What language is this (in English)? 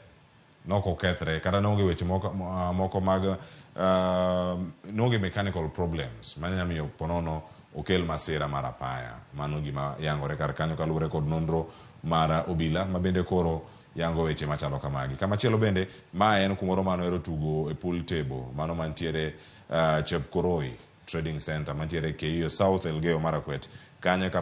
Luo (Kenya and Tanzania)